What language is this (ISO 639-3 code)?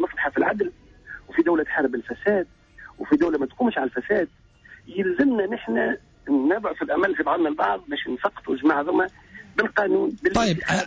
aeb